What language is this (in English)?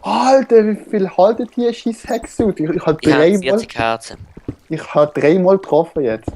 Swiss German